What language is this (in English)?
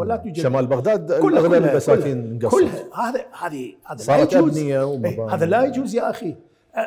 Mesopotamian Arabic